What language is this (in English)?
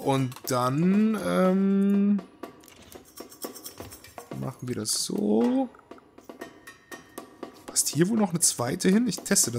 German